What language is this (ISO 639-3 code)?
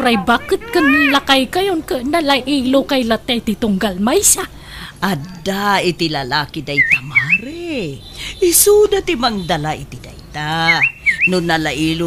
ilo